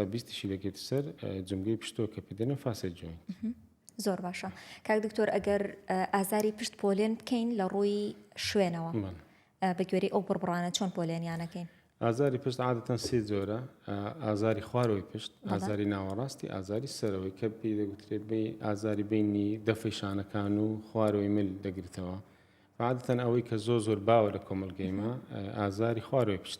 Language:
Central Kurdish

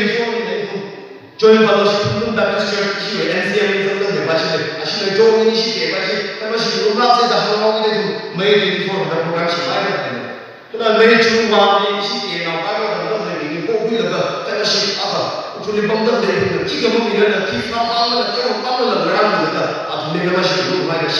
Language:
Tangkhul Naga (India)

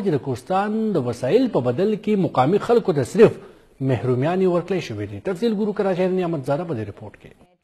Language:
Pashto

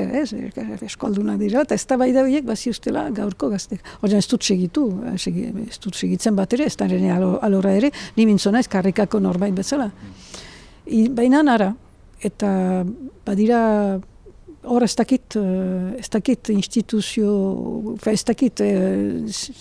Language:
Basque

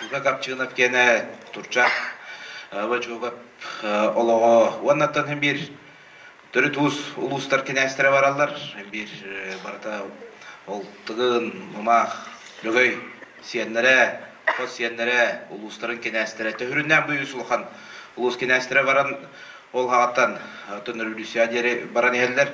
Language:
Yakut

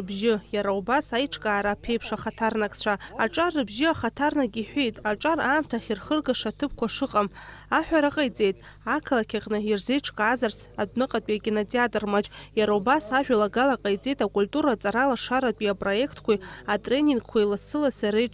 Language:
Abkhazian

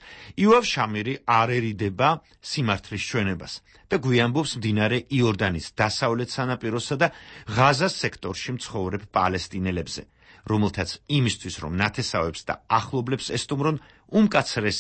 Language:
Georgian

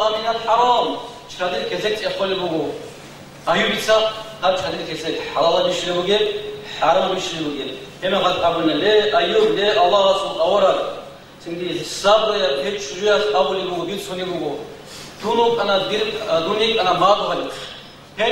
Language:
Avaric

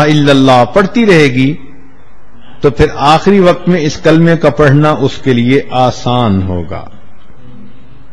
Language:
Urdu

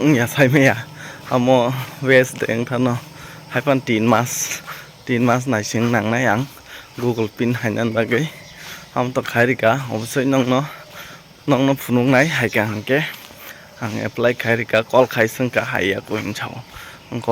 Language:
Kok Borok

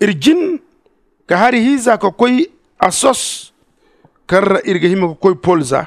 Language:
Zarma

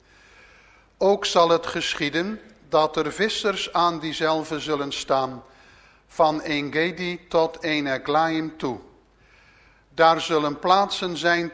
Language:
Dutch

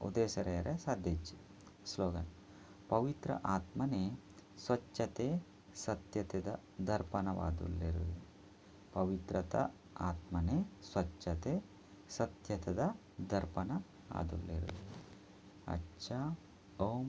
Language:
Tulu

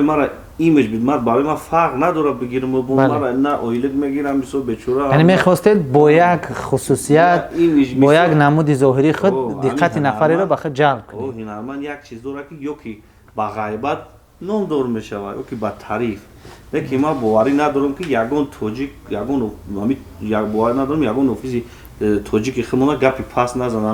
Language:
Tajik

